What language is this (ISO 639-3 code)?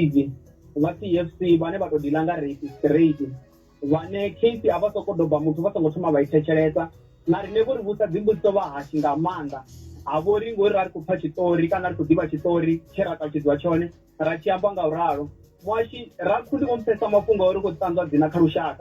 ven